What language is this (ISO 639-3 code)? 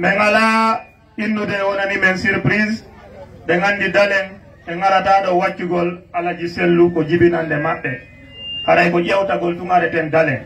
ful